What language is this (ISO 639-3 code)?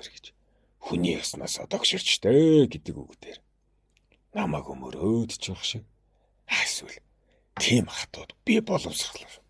mon